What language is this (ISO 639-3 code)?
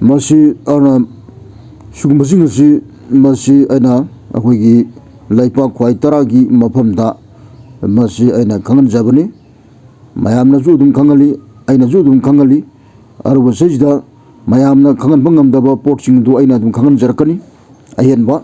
mni